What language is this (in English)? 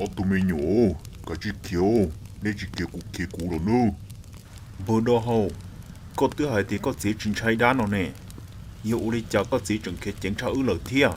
Hmong